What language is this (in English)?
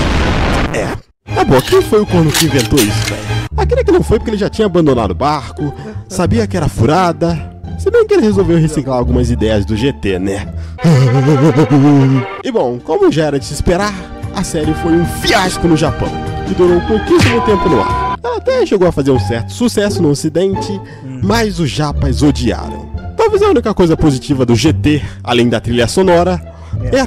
Portuguese